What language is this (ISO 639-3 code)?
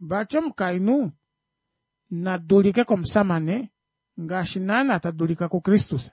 kua